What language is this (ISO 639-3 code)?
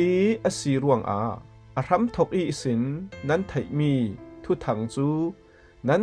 cfm